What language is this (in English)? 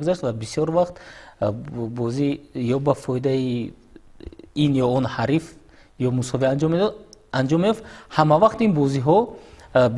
Tajik